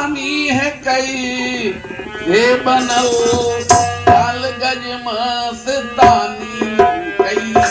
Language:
Magahi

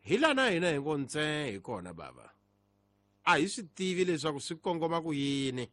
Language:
Tsonga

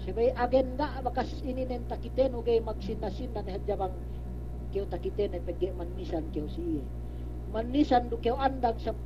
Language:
Yakan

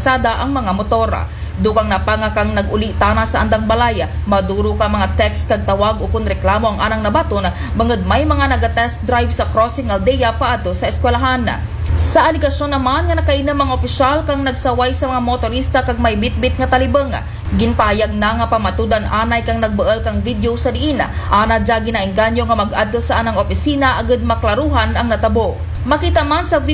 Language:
Aklanon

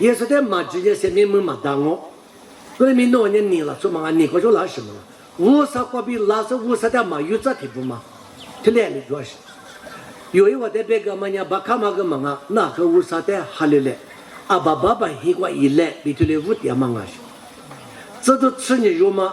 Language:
Lisu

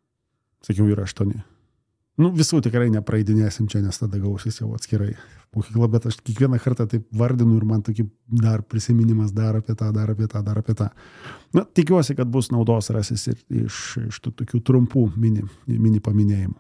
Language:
Lithuanian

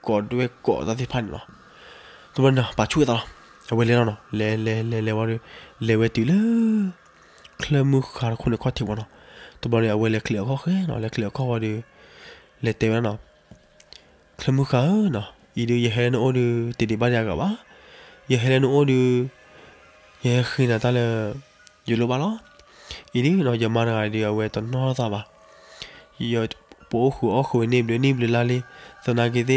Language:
S'gaw Karen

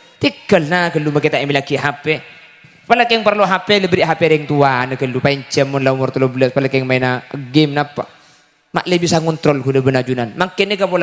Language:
Madurese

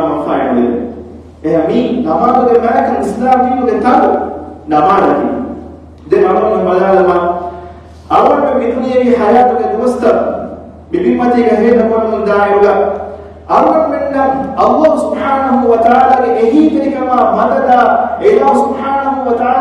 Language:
Divehi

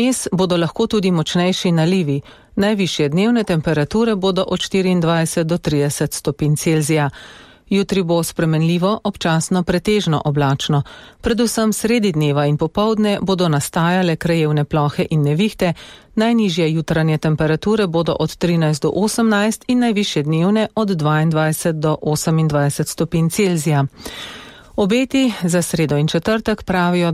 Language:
Slovenian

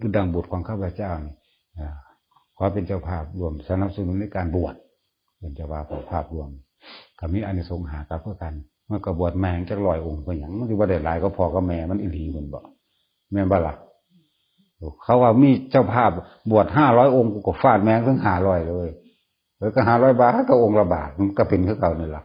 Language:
Northeastern Thai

